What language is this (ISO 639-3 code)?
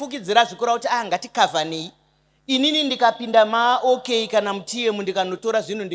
sna